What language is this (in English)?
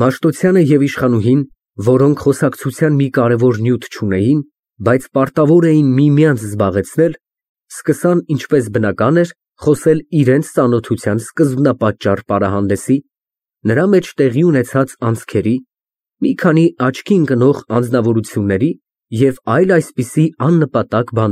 Armenian